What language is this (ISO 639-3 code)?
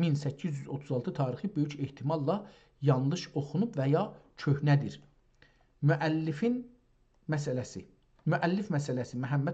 azb